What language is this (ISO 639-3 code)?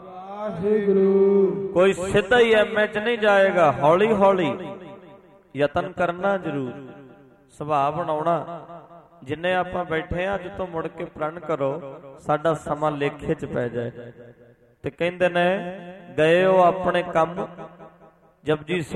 pan